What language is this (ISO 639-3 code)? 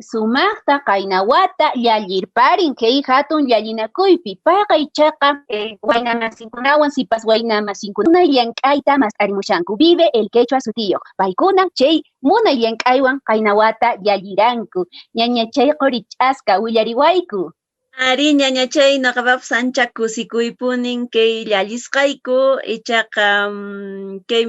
que